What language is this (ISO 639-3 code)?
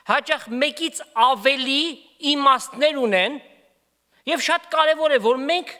hye